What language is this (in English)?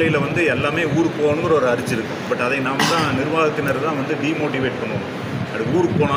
Tamil